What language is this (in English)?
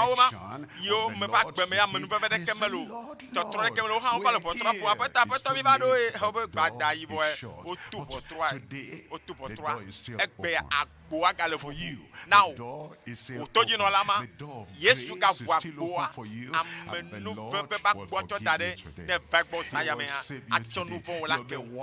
Ewe